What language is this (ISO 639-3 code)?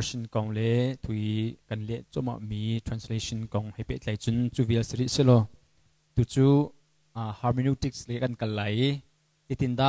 cnh